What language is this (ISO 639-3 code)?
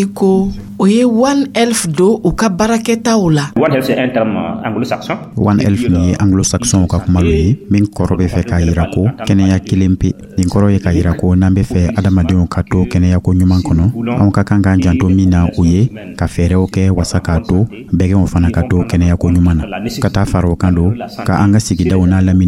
dyu